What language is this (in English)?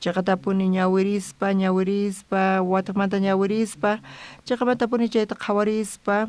South Bolivian Quechua